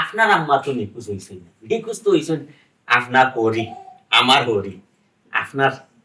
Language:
Sylheti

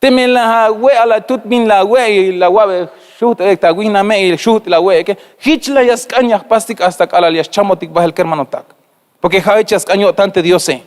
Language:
Tzeltal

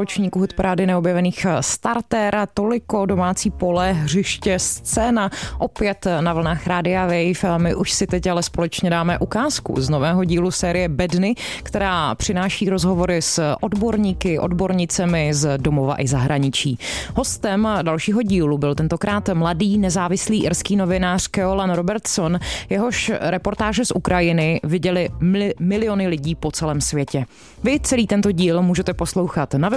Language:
Czech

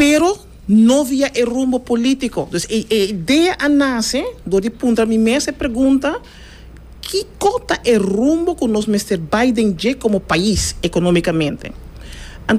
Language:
Papiamento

